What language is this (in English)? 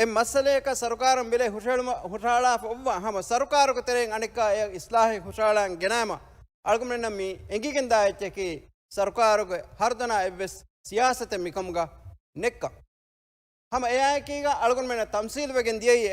Divehi